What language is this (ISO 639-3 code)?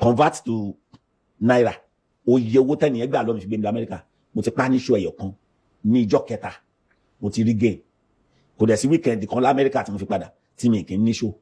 yor